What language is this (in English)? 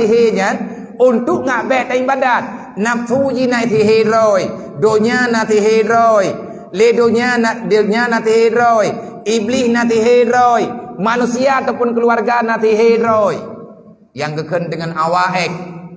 Achinese